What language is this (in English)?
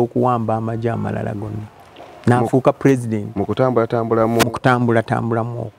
Ganda